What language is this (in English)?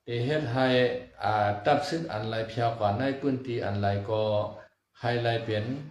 Shan